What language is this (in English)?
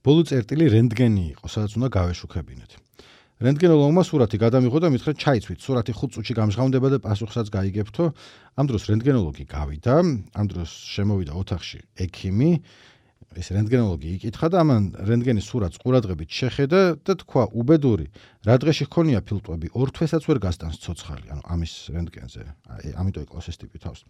Georgian